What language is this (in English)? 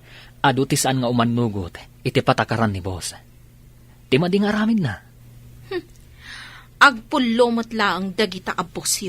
Iloko